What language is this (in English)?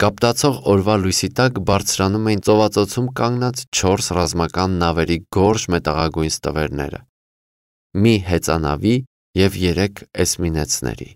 Armenian